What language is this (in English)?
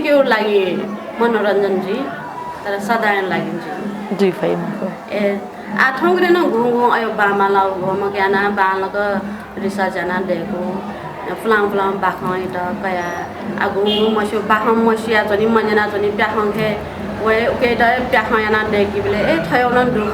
Newari